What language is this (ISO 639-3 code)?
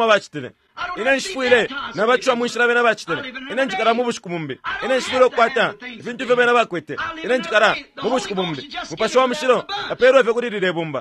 bem